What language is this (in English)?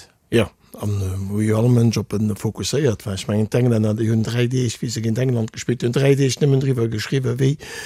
Luxembourgish